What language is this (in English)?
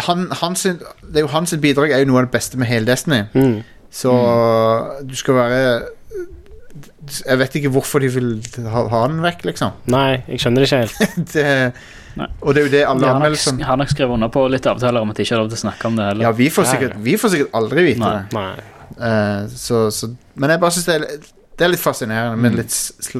Norwegian